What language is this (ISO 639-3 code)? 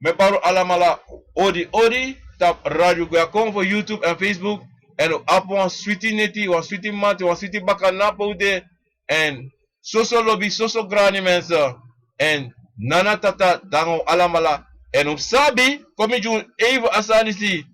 srn